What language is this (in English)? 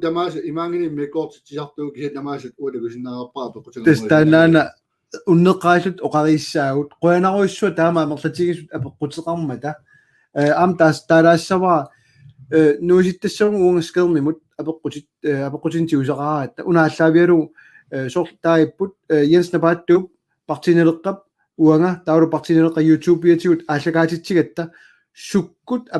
Kalaallisut